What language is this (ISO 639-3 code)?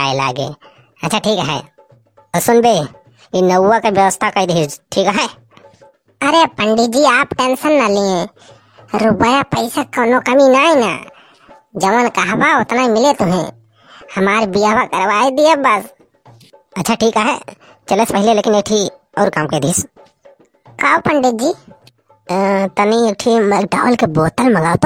awa